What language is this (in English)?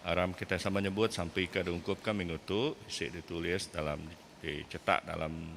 Iban